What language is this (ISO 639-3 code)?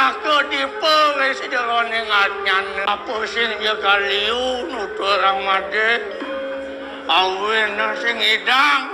ban